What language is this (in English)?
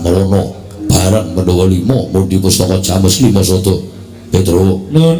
Javanese